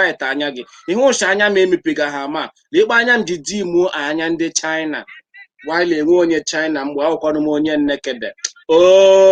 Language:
Igbo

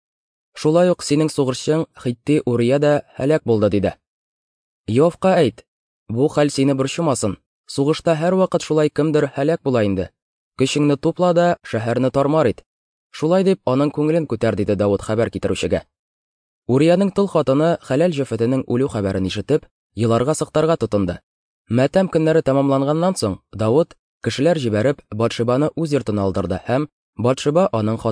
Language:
Tatar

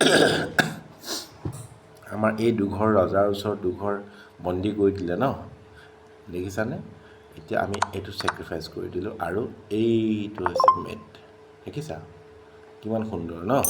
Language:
Assamese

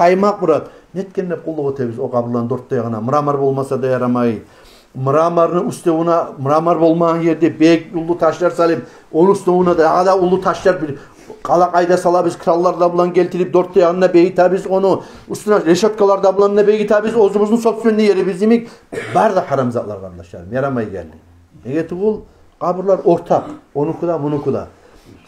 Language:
Kumyk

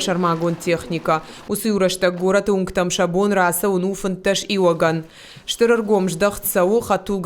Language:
Ossetic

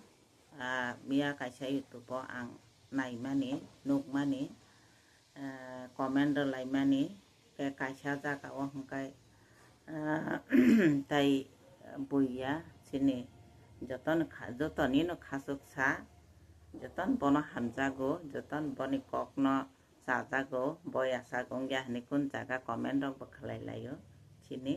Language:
Kok Borok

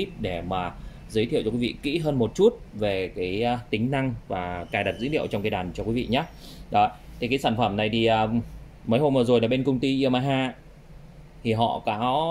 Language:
Vietnamese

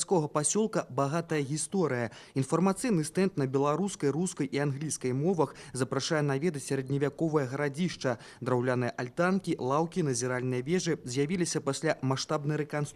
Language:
Belarusian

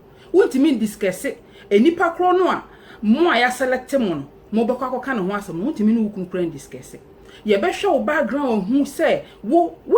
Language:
Akan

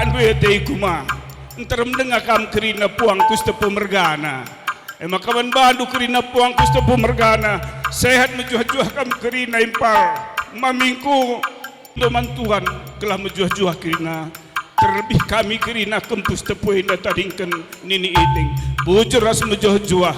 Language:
Batak Karo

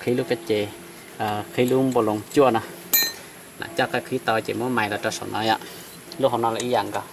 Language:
Hmong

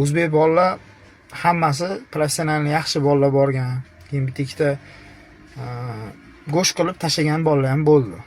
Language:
Uzbek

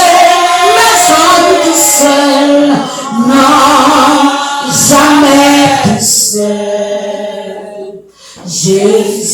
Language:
Haitian Creole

